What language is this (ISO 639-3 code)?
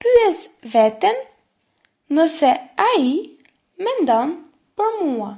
sqi